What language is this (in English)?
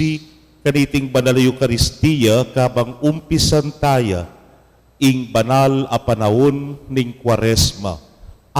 Pampanga